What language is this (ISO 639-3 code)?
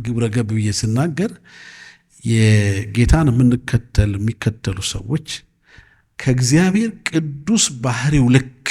amh